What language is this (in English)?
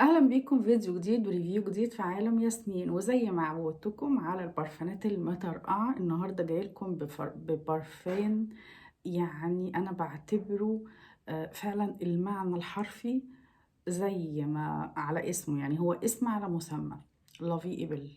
Egyptian Arabic